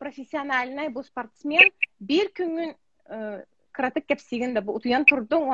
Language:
Yakut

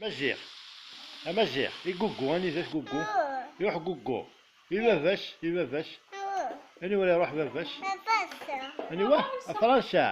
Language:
Kabyle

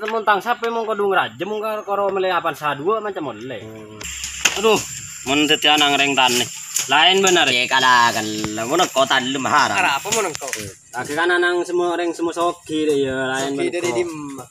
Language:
Madurese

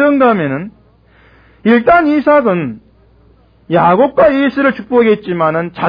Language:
Korean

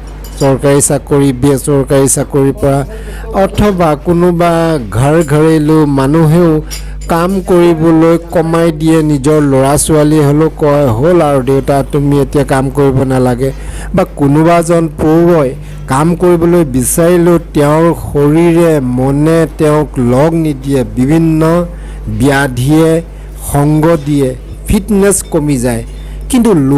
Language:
Assamese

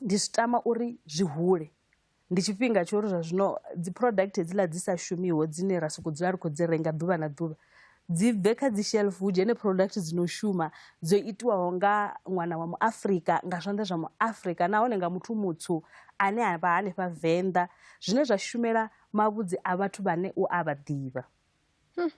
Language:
Venda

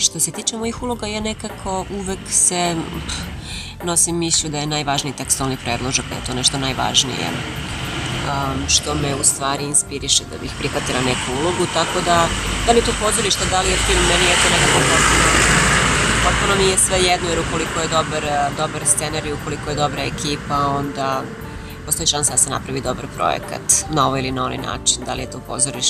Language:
Serbian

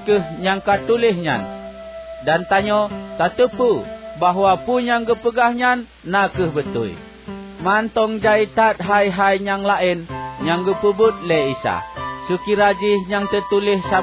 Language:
Achinese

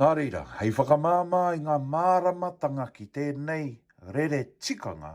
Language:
Māori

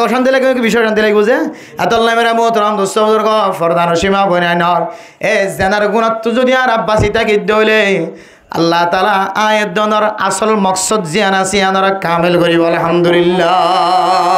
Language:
Rohingya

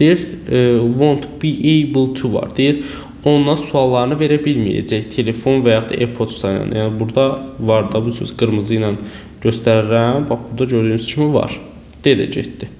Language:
Azerbaijani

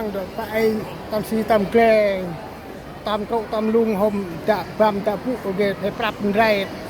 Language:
Central Mnong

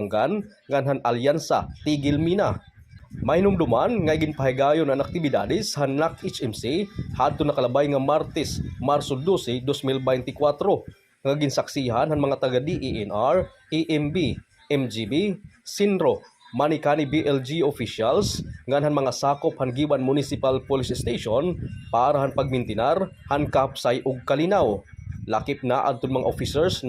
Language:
Waray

